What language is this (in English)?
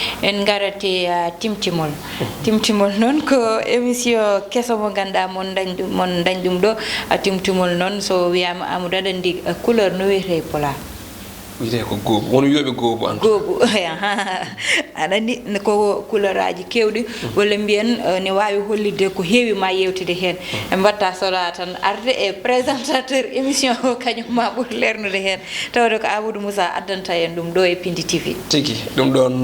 Fula